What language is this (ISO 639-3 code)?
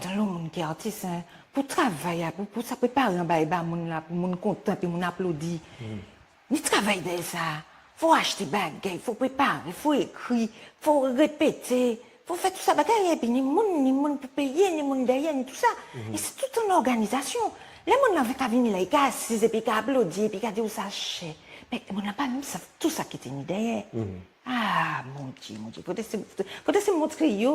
gcf